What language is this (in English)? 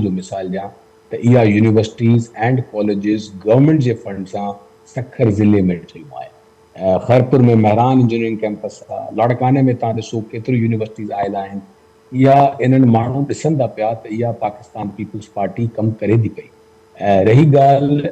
Sindhi